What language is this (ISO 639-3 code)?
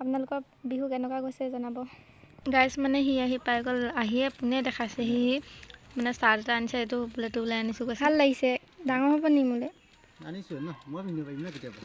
asm